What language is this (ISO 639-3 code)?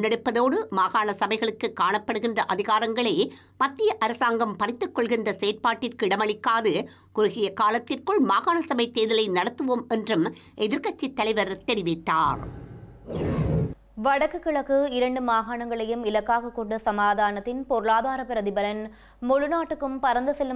tam